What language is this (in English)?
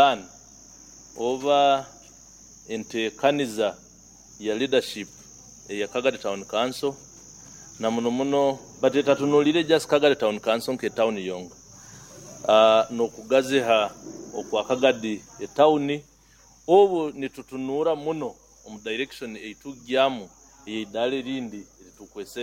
Nyoro